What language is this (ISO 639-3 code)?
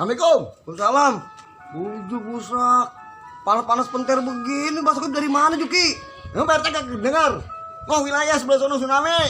bew